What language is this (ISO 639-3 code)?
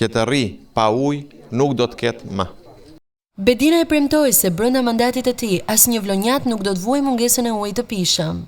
sqi